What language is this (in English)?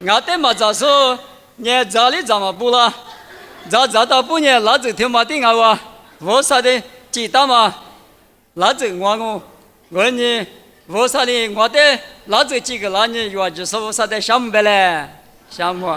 Lisu